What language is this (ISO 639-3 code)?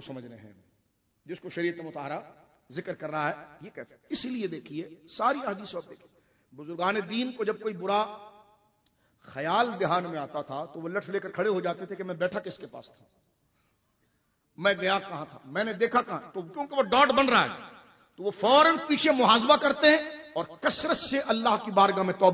urd